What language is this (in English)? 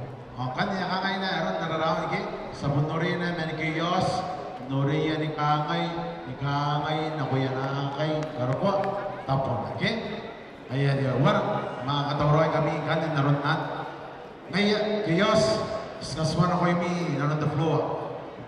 Gilbertese